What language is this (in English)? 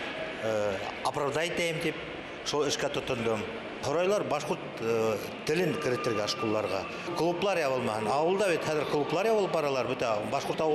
Bashkir